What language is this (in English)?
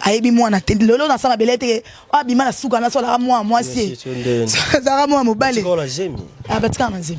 Lingala